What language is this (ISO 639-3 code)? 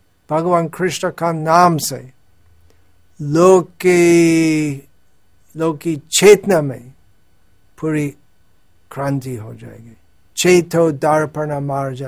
hin